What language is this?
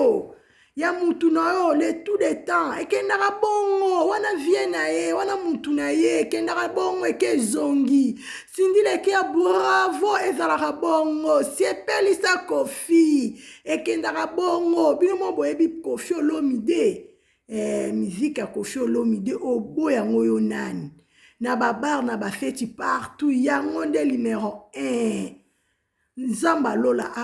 Lingala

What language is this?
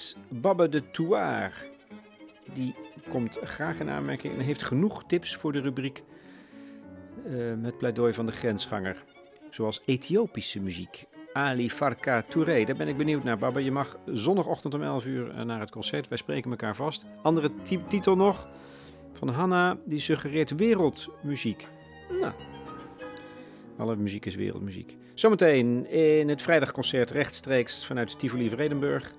Dutch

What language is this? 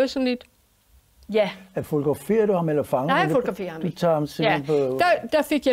Danish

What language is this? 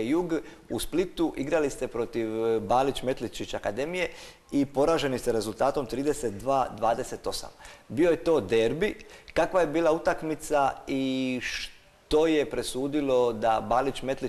Croatian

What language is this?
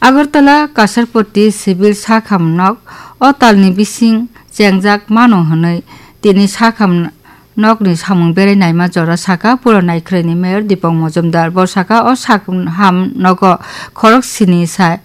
Kok Borok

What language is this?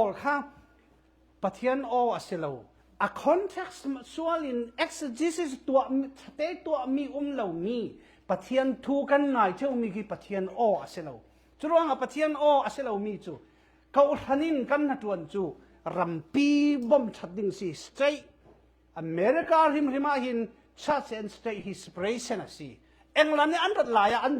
Falam Chin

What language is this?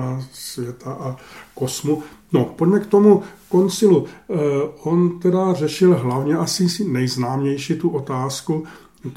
Czech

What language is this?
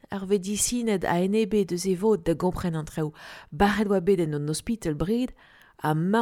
Breton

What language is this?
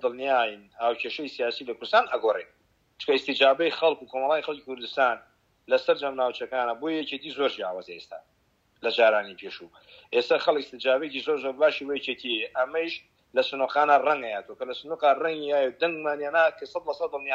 Central Kurdish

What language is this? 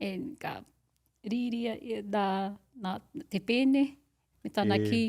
Māori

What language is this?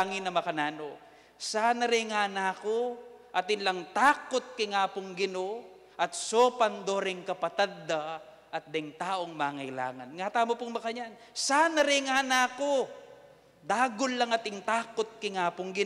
Pampanga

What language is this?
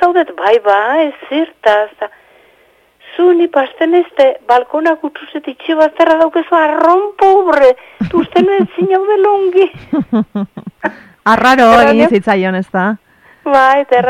Basque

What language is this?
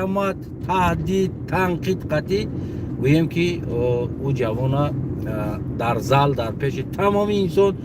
Tajik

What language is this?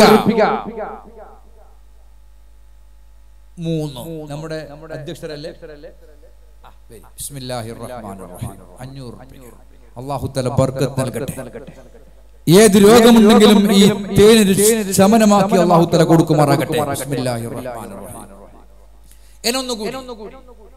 Malayalam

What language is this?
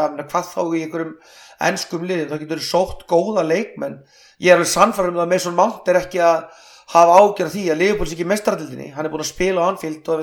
Icelandic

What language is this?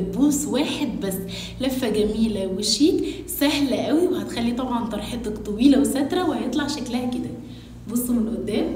Egyptian Arabic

